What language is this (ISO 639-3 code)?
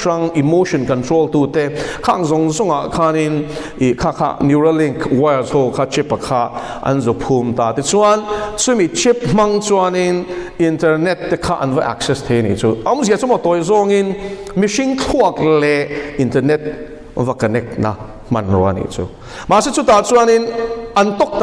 lus